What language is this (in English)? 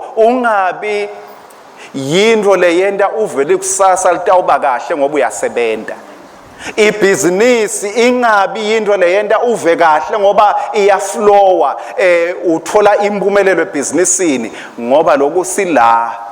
Swati